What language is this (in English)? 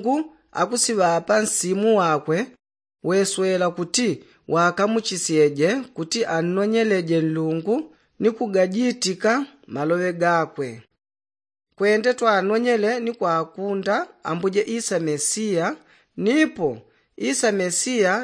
Yao